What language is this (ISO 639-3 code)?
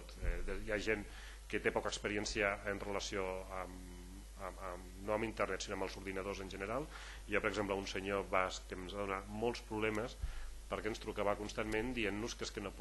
cat